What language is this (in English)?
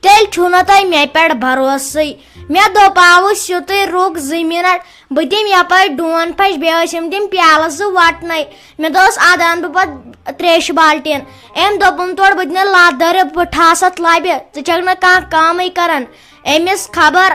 Kashmiri